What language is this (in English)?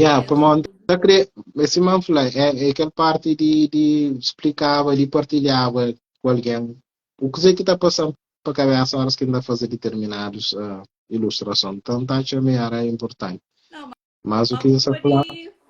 Kabuverdianu